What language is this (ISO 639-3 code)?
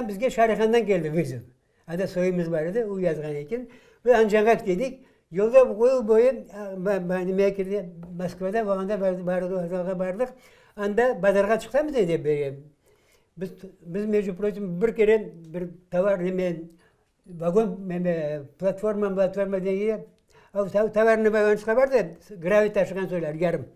crh